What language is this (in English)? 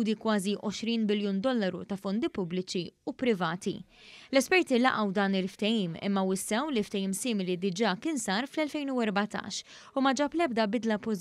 Maltese